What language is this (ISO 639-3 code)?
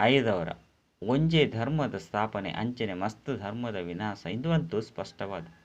tcy